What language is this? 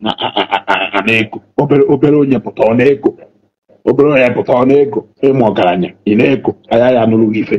Igbo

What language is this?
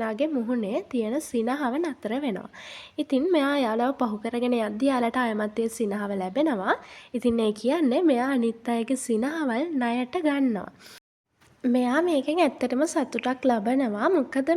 Sinhala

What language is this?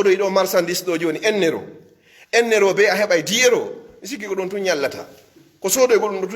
Pular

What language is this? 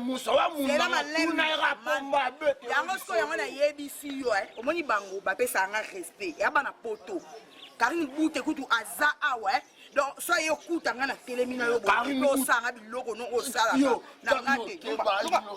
Lingala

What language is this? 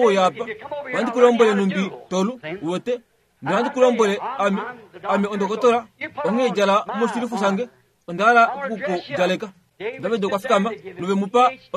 Kuanyama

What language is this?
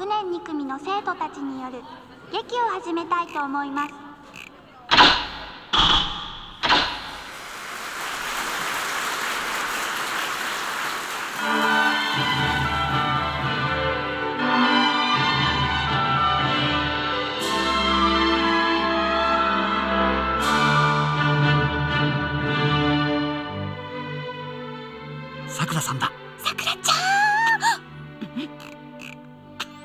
Japanese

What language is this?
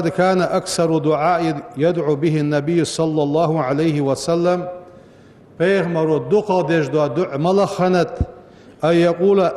Ingush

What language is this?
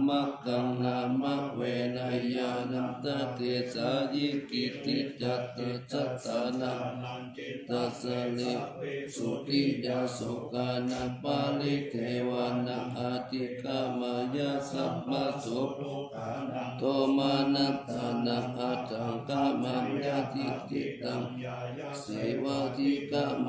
Pali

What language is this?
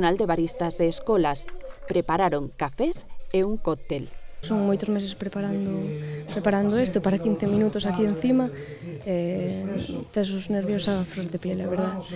Galician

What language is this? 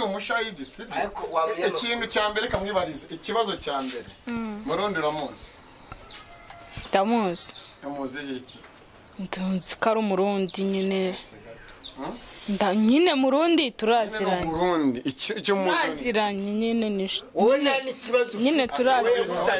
Kinyarwanda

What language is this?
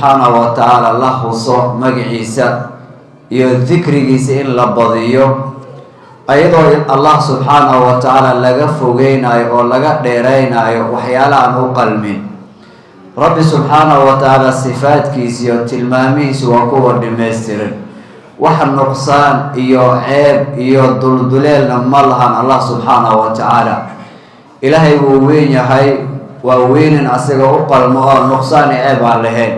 Somali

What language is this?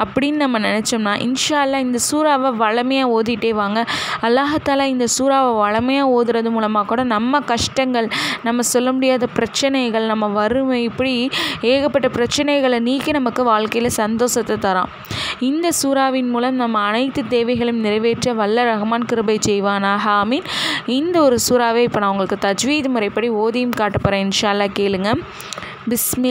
Tamil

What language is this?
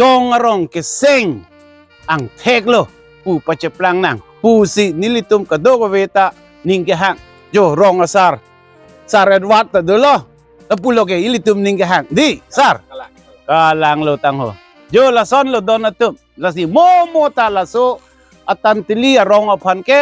Karbi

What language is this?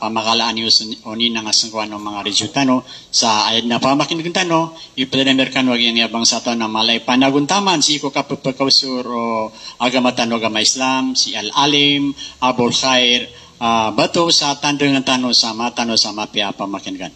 Maranao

